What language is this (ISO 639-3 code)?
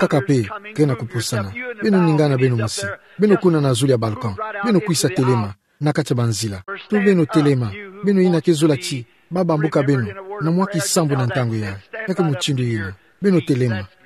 ktu